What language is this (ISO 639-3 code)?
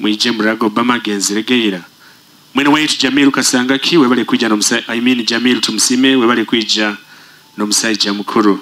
nyo